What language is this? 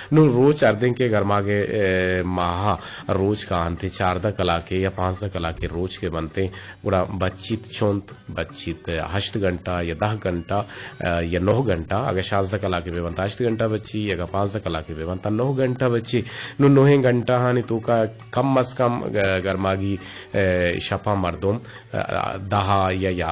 Eastern Balochi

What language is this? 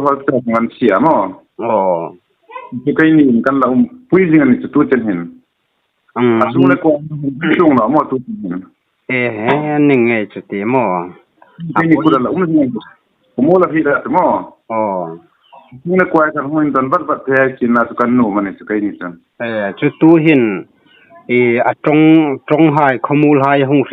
Hmar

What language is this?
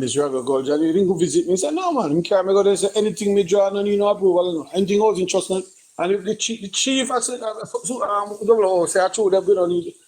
Jamaican Creole English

